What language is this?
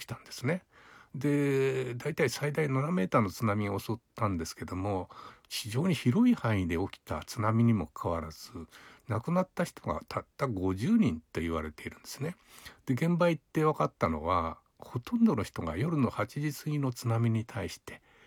Japanese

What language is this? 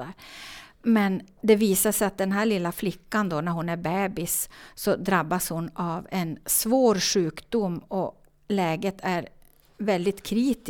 Swedish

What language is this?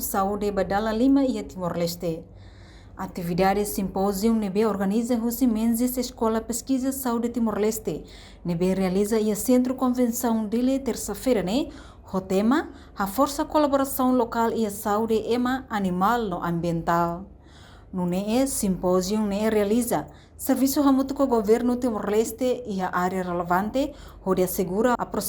Tetum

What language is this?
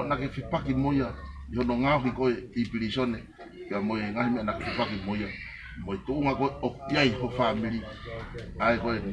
Tongan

